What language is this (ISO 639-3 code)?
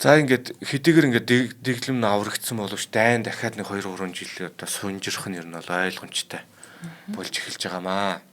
mon